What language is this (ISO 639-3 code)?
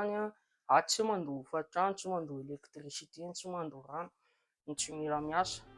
mlg